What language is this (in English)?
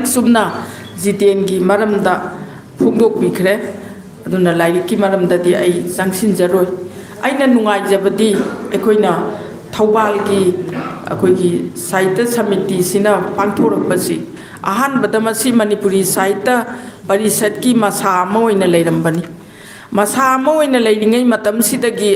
Manipuri